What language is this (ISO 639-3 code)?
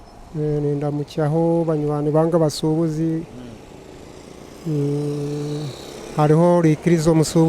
nyo